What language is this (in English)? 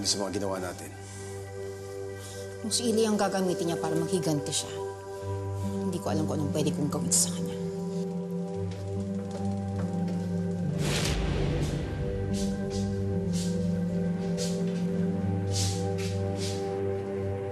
Filipino